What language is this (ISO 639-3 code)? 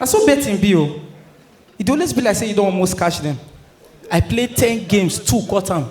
pcm